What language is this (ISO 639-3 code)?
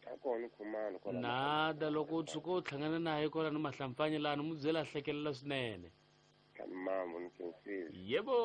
tso